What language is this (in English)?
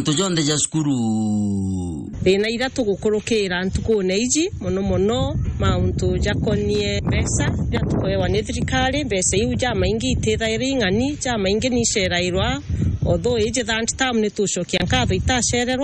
Meru